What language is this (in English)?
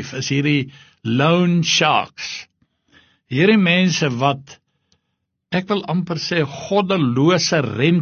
Afrikaans